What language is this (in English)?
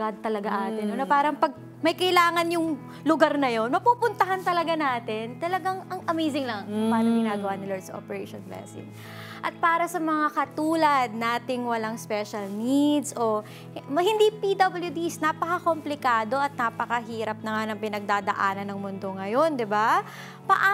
Filipino